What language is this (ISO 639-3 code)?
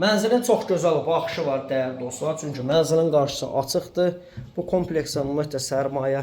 aze